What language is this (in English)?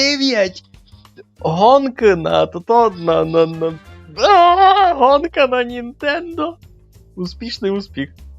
Rusyn